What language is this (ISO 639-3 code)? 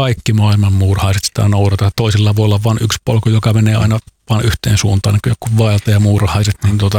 fin